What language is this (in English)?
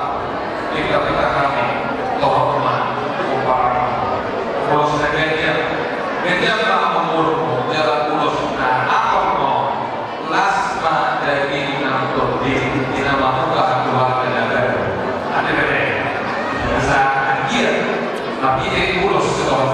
Batak Toba